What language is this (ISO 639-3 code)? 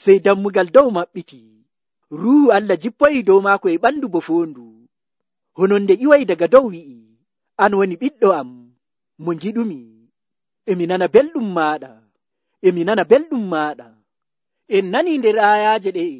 fuv